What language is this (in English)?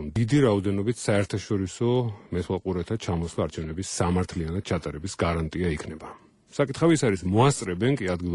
Georgian